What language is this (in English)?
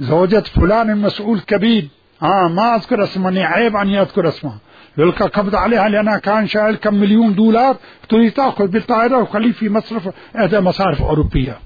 Mesopotamian Arabic